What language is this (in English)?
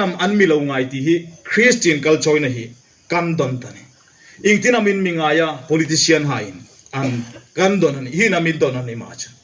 Hmar